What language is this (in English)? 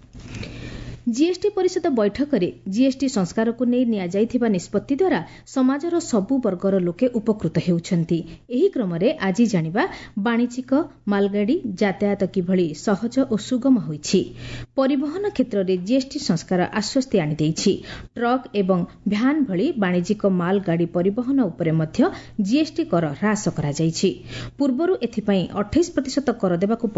Odia